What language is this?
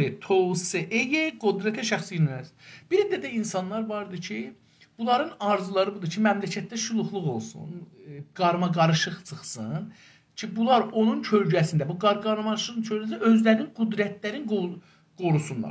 South Azerbaijani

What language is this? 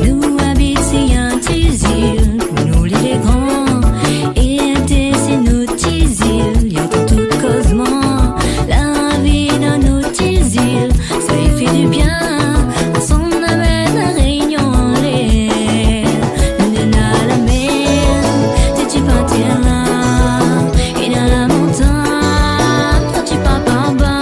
Réunion Creole French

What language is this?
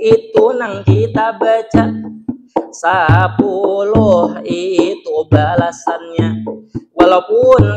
Banjar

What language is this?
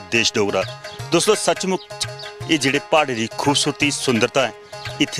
Dogri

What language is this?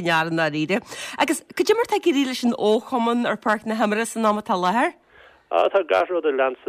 Irish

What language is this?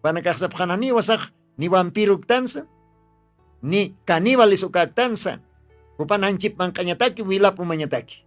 Aymara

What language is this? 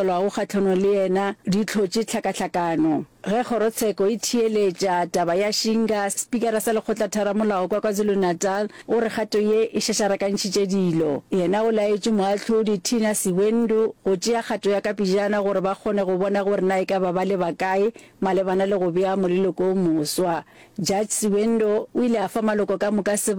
Northern Sotho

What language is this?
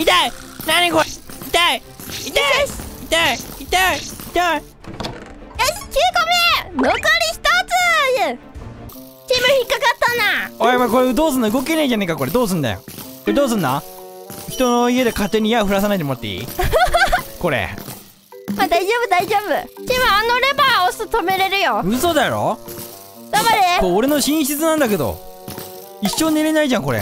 Japanese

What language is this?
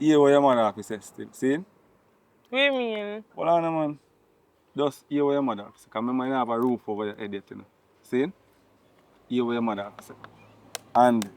Jamaican Creole English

